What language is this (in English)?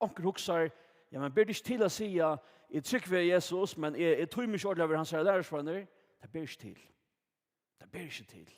Faroese